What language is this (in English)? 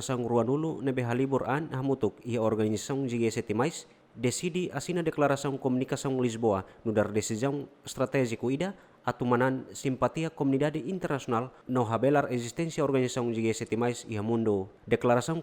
Tetum